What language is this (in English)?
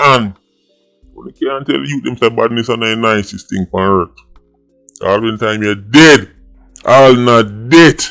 Jamaican Creole English